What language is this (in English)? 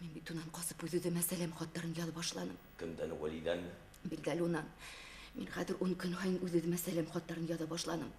Bashkir